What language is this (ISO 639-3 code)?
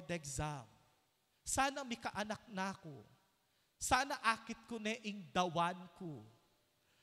pam